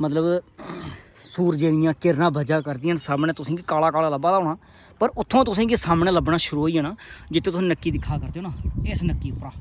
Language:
Dogri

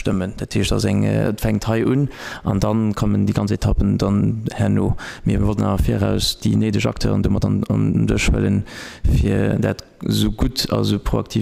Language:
Luxembourgish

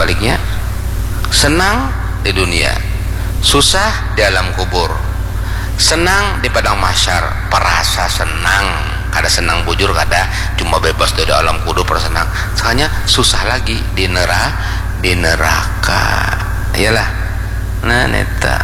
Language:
Banjar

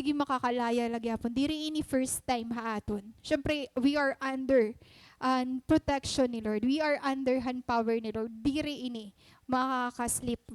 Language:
Waray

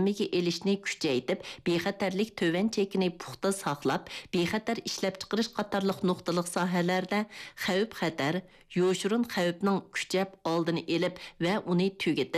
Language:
Uyghur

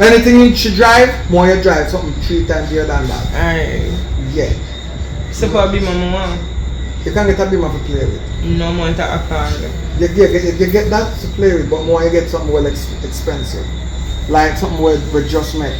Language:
Jamaican Creole English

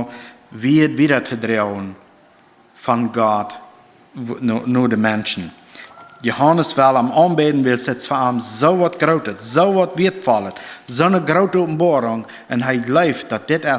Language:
Plautdietsch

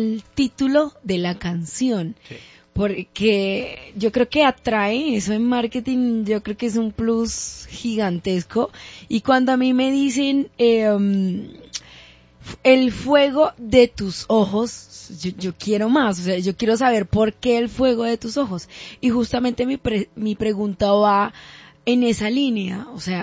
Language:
Spanish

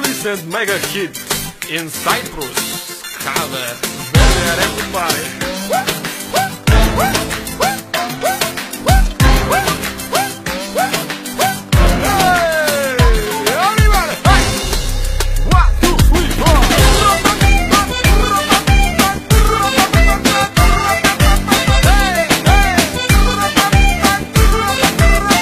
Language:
Greek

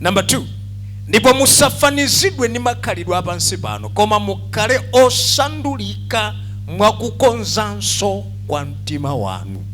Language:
Nyanja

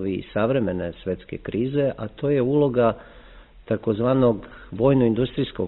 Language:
Serbian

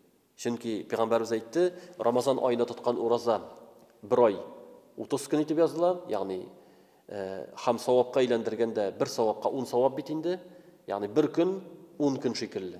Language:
Tatar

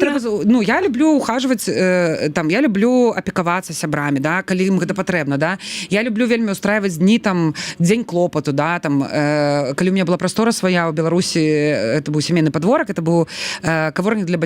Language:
Belarusian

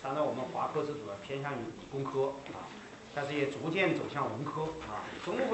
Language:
Chinese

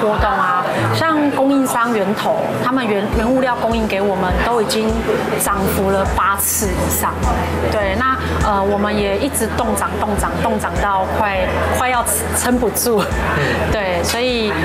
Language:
Chinese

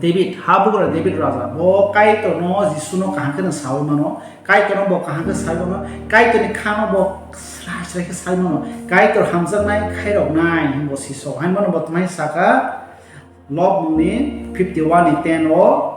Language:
Kok Borok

